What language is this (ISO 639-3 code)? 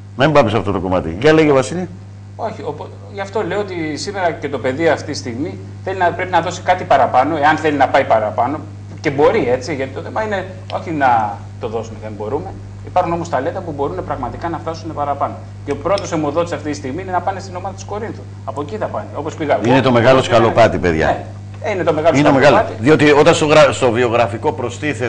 ell